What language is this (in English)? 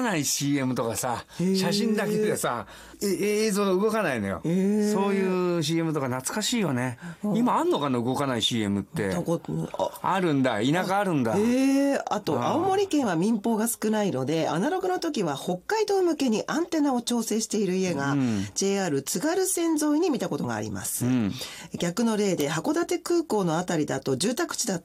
Japanese